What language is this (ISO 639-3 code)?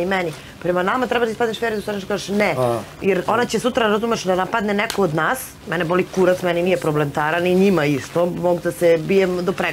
srp